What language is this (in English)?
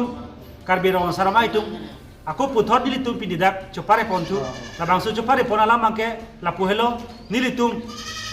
Karbi